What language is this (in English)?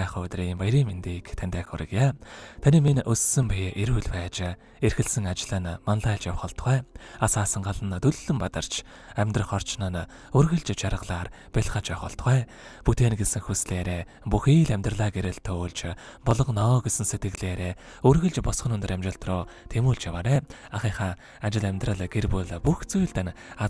Mongolian